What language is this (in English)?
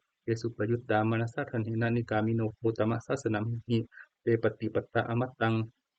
Pali